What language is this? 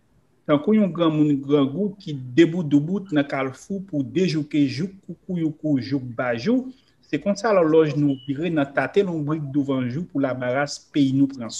Haitian Creole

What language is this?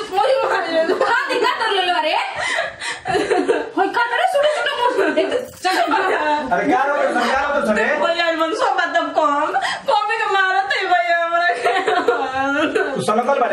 Bhojpuri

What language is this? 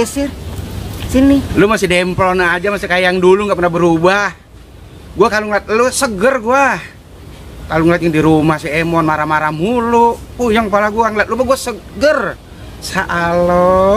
Betawi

